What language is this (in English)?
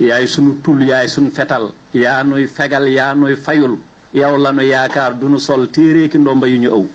Wolof